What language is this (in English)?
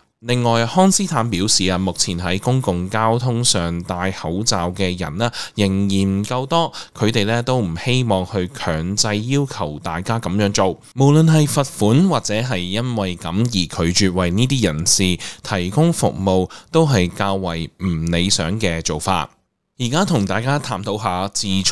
Cantonese